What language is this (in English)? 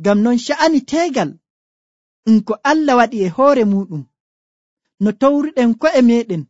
Nigerian Fulfulde